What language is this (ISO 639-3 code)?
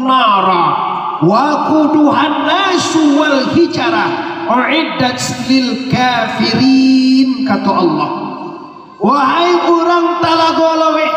min